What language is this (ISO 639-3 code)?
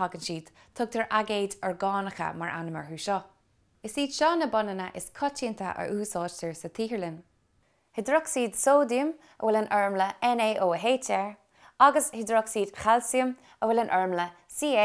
gle